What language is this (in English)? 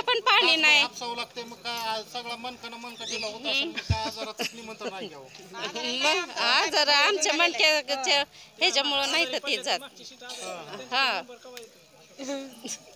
Marathi